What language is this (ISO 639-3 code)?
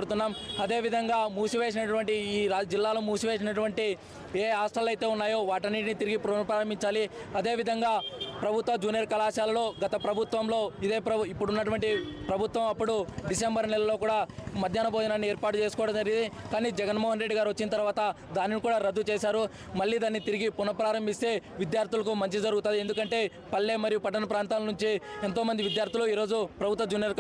tel